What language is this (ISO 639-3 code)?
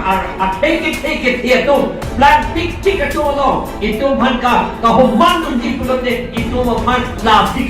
mjw